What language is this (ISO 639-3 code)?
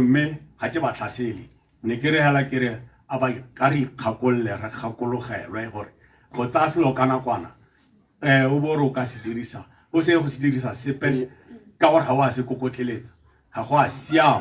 tsn